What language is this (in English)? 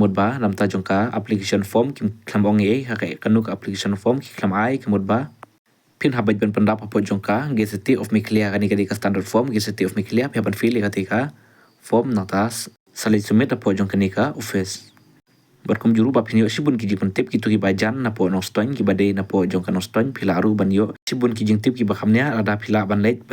Khasi